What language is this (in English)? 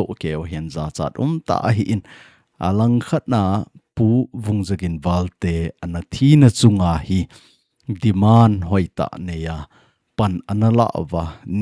Thado Chin